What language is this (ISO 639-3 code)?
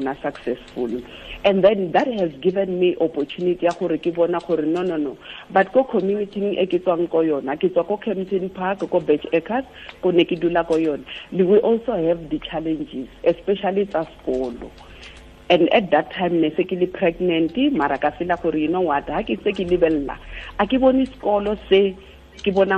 tsn